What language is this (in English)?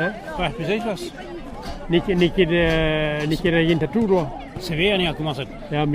Breton